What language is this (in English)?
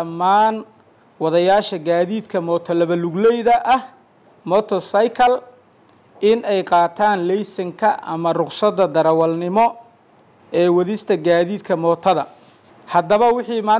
Somali